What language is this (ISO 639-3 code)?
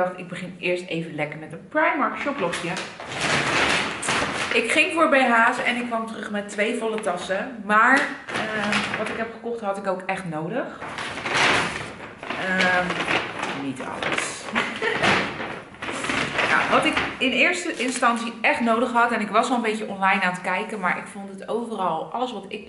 nld